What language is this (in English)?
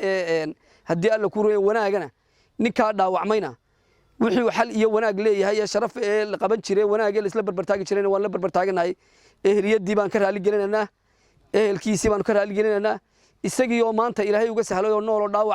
Somali